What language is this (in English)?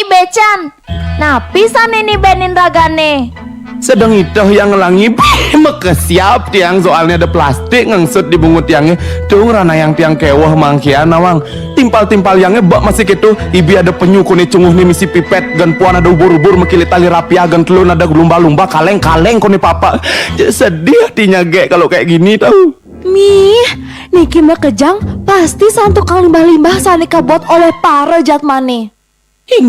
Balinese